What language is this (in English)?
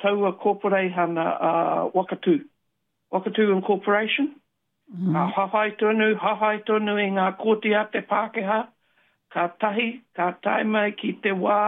Māori